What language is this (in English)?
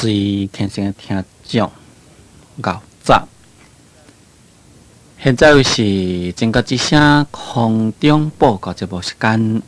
Min Nan Chinese